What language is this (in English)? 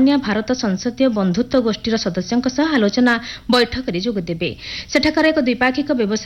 Odia